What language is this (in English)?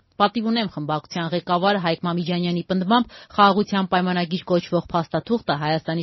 Armenian